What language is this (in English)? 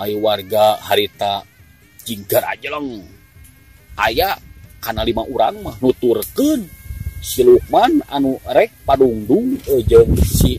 Sundanese